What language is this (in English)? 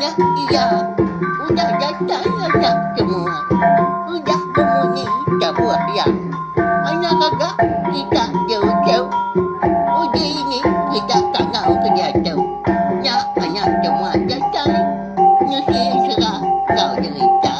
Iban